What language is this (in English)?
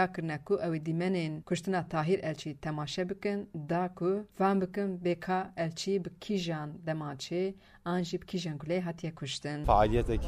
Kurdish